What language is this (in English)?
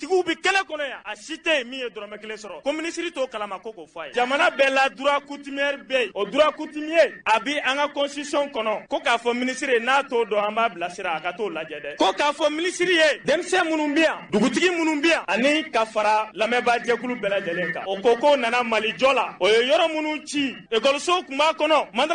Bambara